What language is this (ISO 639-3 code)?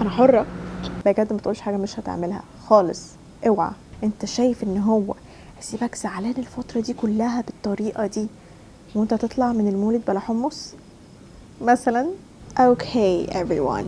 arz